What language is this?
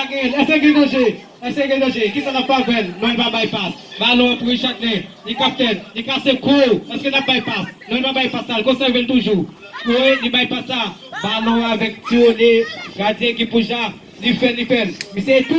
Haitian Creole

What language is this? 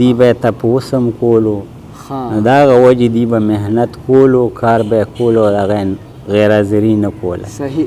Pashto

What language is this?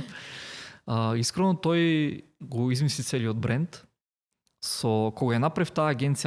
Macedonian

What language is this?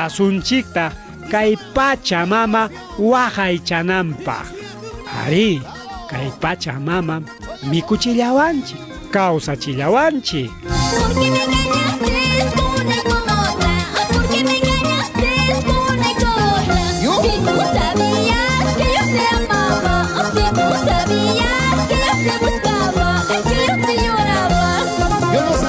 Ayacucho Quechua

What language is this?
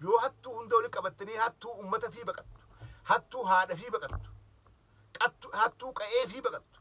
Oromo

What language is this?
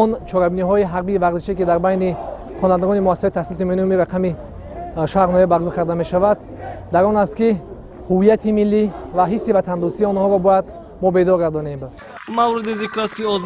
Tajik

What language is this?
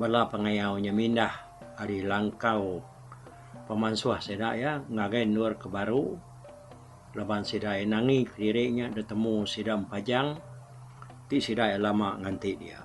Iban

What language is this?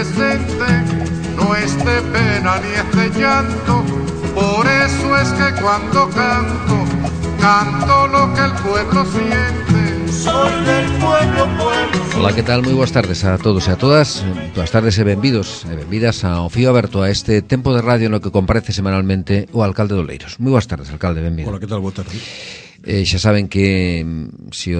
Galician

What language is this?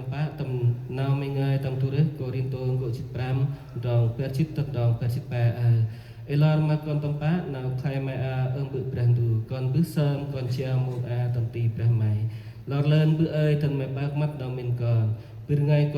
Central Mnong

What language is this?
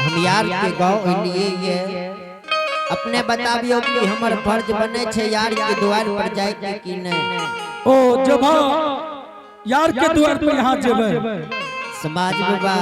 Angika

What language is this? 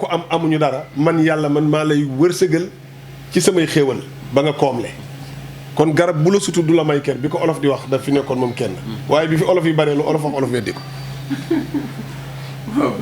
Wolof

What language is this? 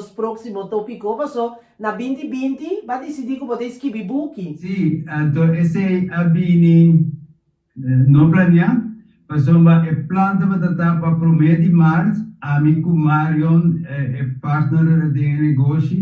Papiamento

